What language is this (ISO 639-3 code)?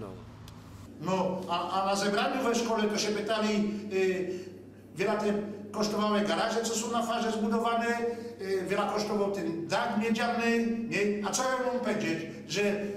szl